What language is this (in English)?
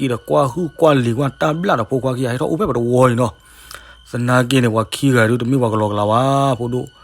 S'gaw Karen